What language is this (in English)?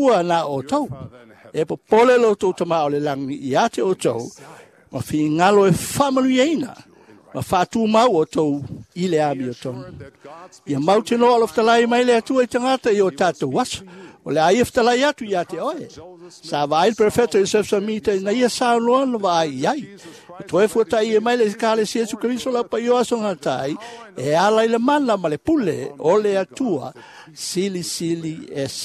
Samoan